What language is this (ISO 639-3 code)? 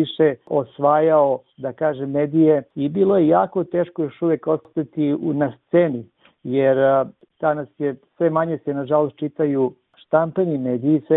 srp